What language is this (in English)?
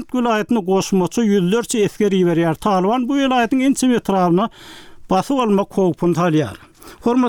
Turkmen